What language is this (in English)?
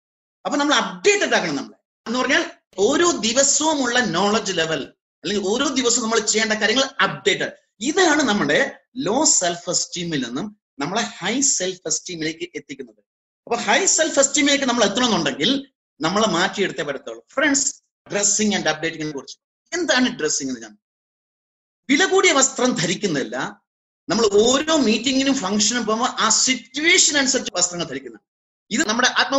Malayalam